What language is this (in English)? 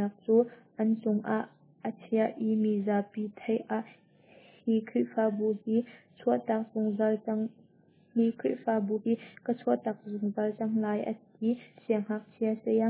Hakha Chin